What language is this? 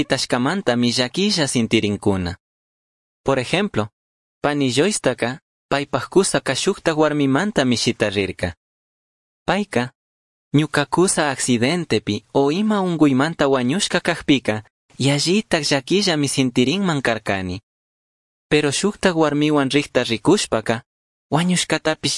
Chimborazo Highland Quichua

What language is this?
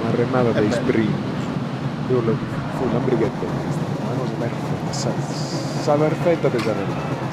Sardinian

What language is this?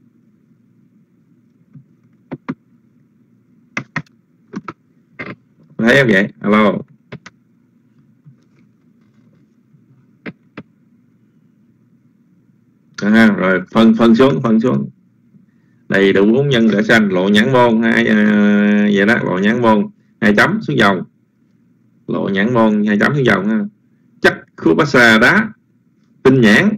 Vietnamese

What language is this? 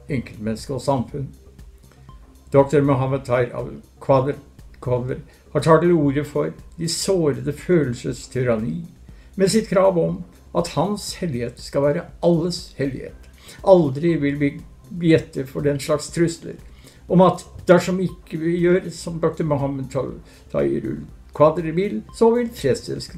Norwegian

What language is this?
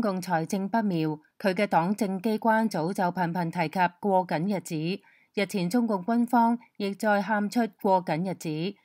Cantonese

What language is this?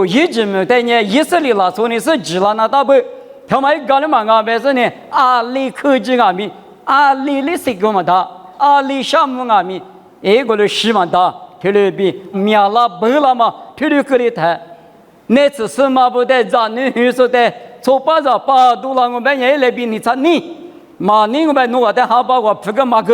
Lisu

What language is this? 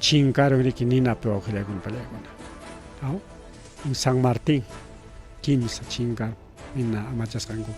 Ayacucho Quechua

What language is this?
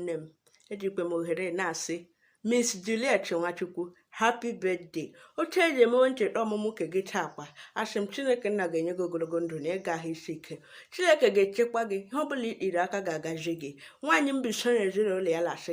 Igbo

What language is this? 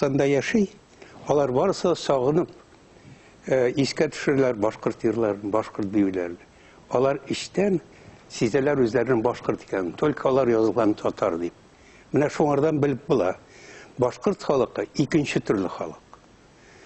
Bashkir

